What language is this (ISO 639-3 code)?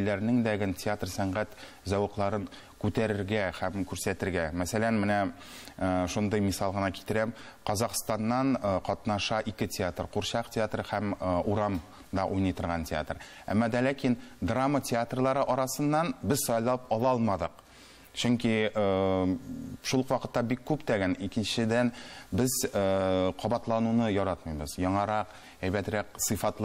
tat